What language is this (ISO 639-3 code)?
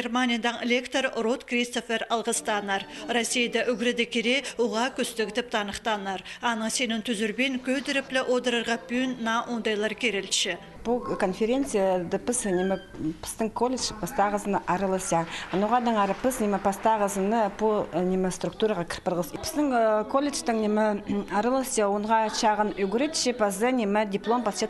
kjh